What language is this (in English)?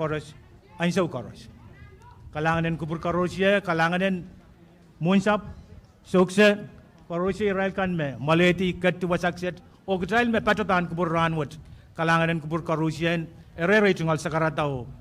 Pohnpeian